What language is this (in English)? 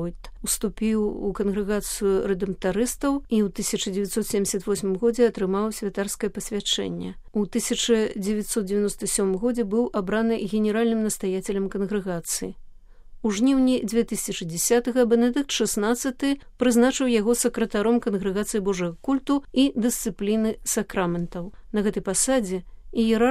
Belarusian